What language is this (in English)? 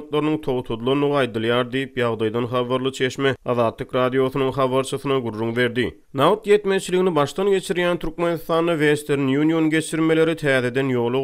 Turkmen